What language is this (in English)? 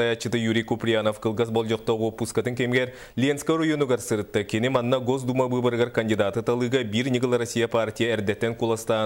Yakut